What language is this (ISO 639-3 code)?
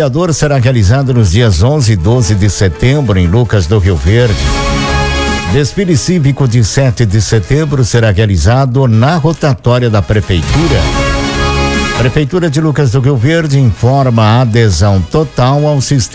por